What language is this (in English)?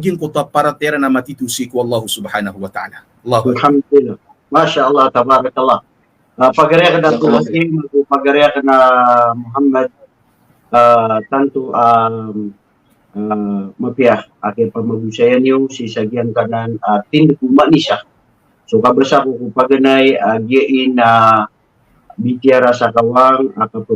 Maranao